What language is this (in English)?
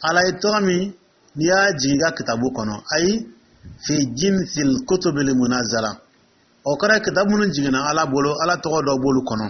Dyula